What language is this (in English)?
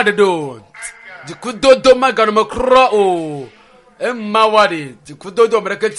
Ewe